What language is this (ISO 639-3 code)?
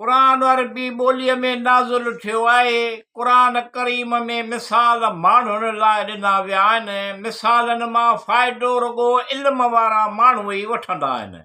snd